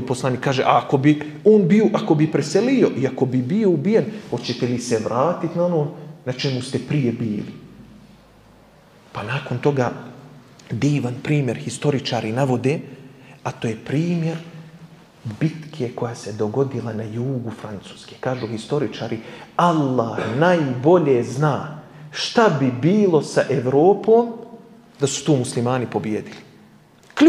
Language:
Bosnian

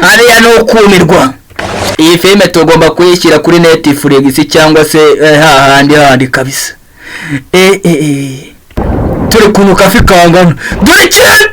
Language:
Kinyarwanda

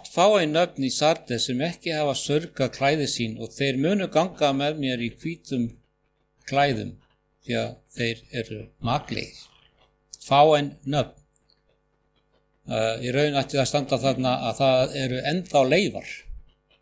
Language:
Icelandic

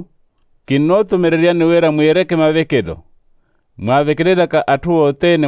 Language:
Makhuwa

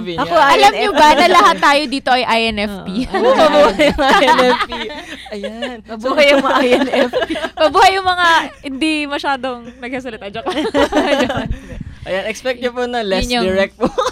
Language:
Filipino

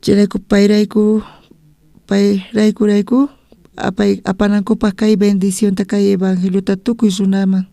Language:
South Bolivian Quechua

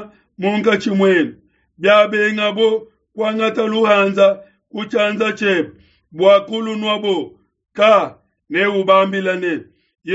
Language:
Luba-Lulua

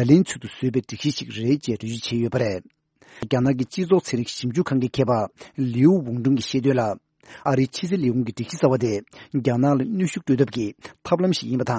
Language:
Tibetan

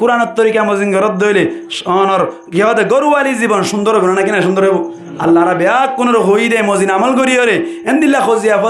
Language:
Rohingya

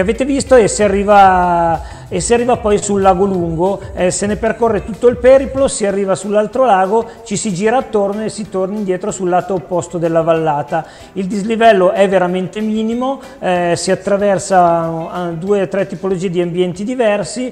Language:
Italian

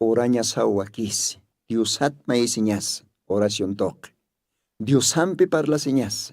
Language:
Aymara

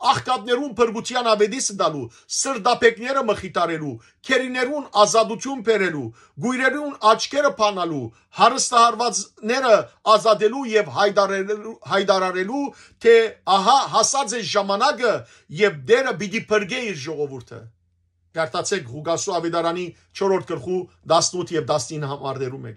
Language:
Western Armenian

